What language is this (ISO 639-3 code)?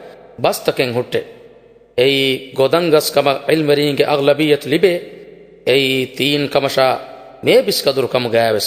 div